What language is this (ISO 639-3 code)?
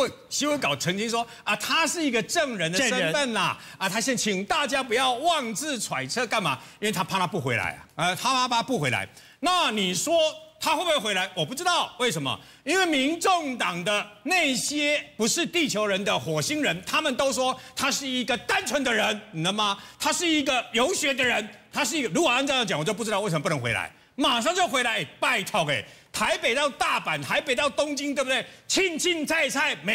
zho